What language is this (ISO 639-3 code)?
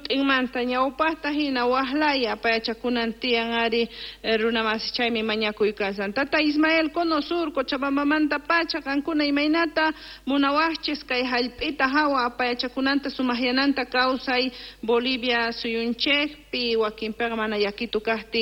quh